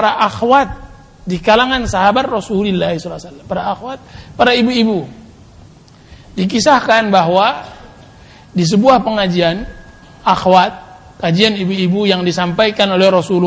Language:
Indonesian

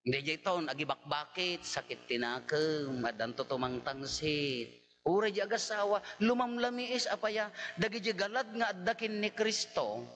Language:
Iloko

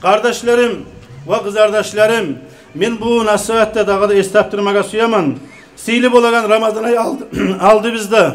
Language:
Kumyk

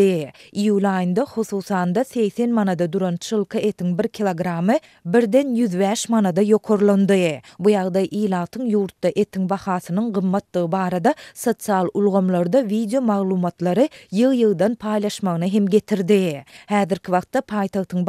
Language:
Turkmen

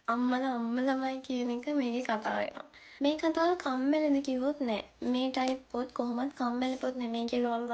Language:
Sinhala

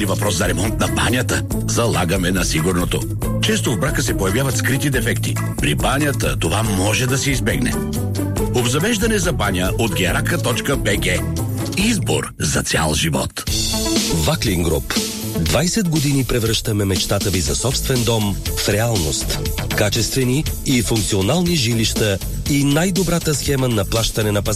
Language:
Bulgarian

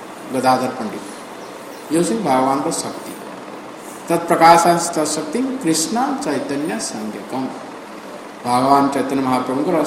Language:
Odia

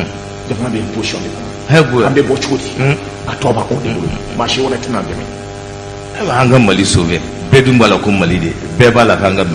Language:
Bambara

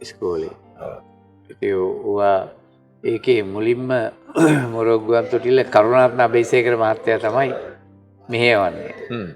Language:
Sinhala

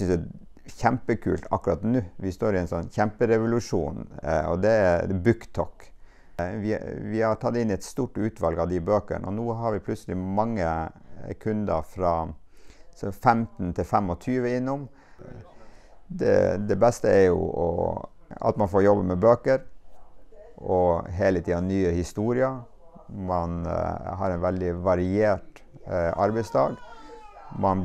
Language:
Norwegian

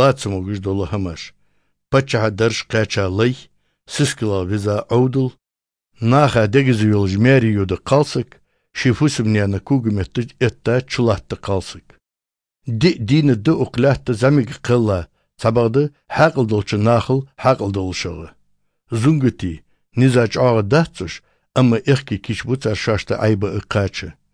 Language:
Chechen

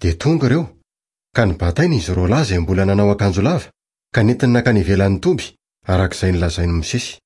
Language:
Malagasy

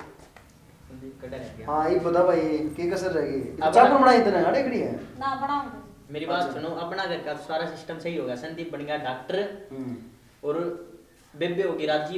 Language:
Haryanvi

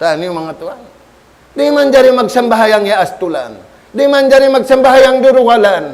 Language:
Tausug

